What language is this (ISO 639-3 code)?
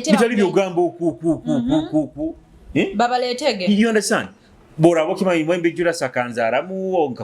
nyo